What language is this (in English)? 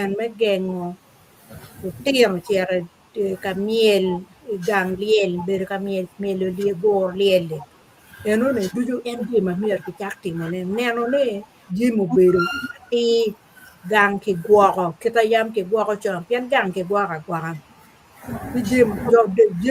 Acoli